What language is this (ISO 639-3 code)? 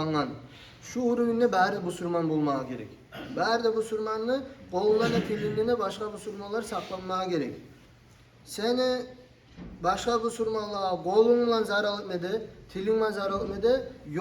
kum